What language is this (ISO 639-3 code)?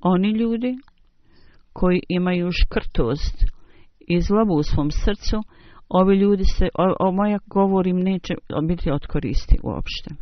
bos